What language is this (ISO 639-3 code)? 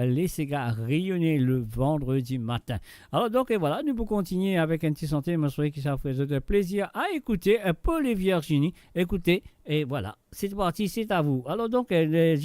mfe